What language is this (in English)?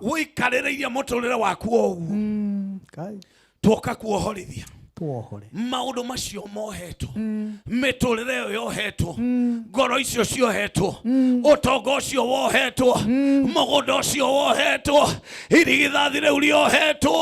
Kikuyu